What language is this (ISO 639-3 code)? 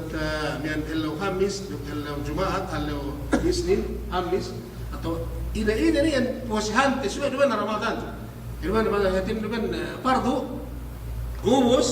yka